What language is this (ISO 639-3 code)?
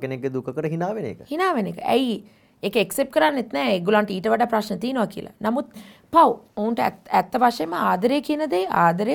sin